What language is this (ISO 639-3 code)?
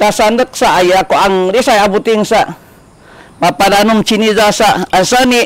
szy